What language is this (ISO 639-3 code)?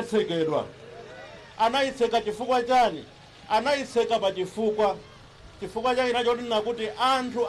nya